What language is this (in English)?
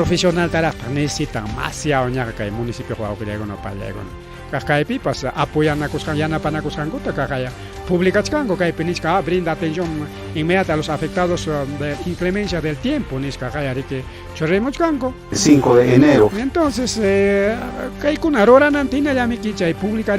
Ayacucho Quechua